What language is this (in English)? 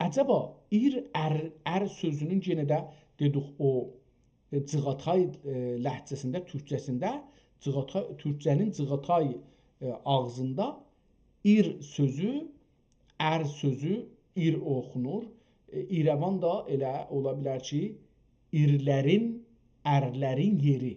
South Azerbaijani